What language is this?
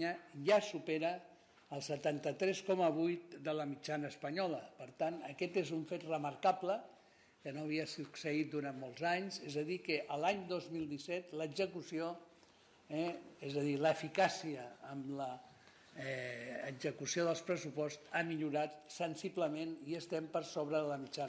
Catalan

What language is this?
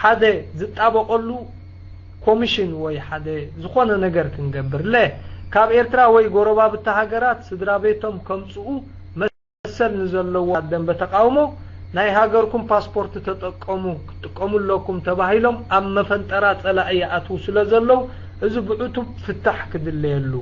Tigrinya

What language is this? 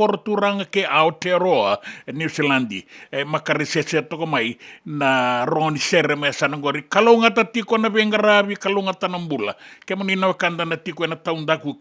Fijian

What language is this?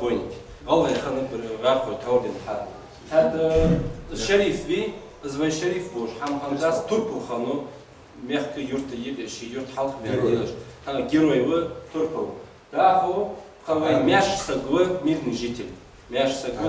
Ingush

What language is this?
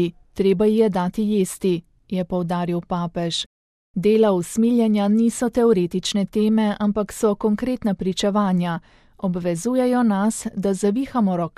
Slovenian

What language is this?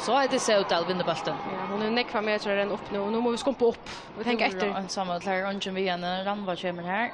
Faroese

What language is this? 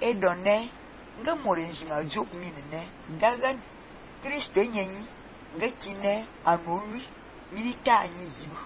Fang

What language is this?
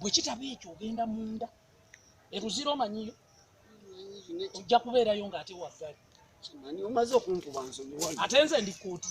Ganda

